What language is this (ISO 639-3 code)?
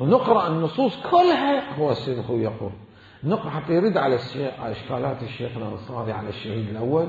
acm